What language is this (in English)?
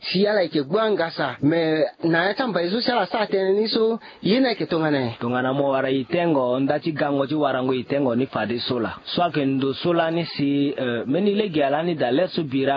Sango